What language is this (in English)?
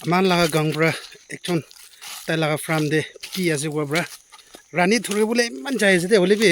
Naga Pidgin